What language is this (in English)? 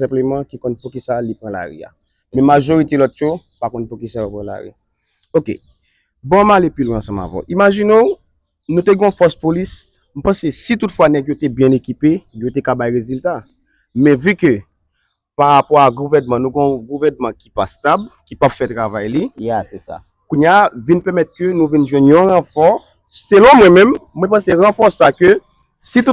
Haitian Creole